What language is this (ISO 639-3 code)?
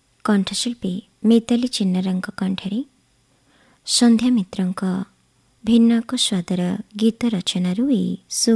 ori